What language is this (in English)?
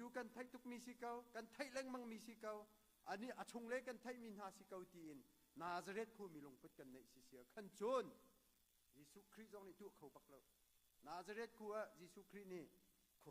Hakha Chin